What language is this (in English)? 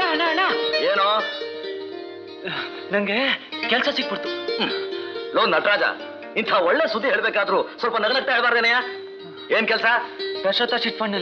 Kannada